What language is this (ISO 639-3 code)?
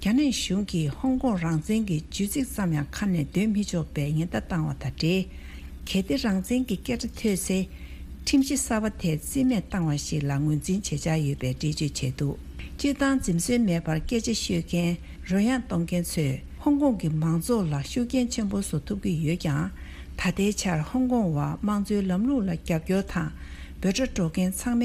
bod